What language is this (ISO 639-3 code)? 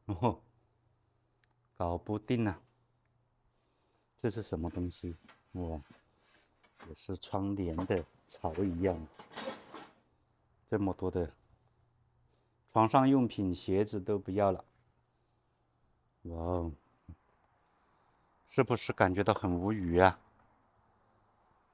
zho